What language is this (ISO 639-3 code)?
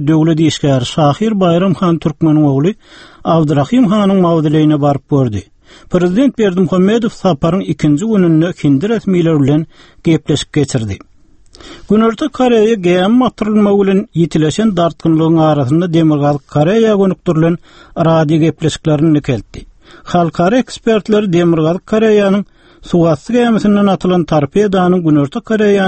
tuk